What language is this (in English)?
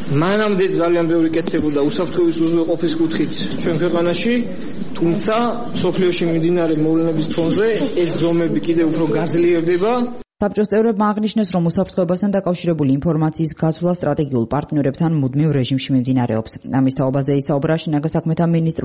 Georgian